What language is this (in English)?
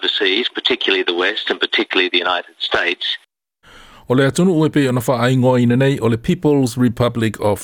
Samoan